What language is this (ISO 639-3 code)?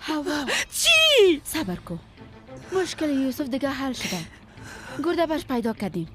fas